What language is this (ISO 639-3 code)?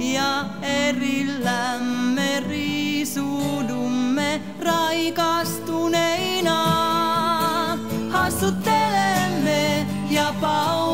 fin